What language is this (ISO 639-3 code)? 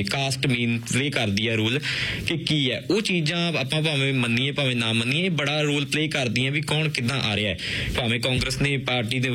pan